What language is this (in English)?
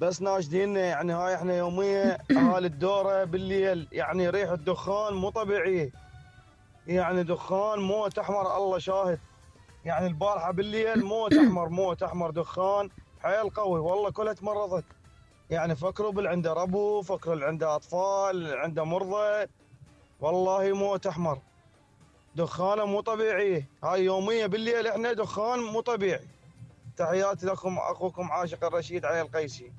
Mesopotamian Arabic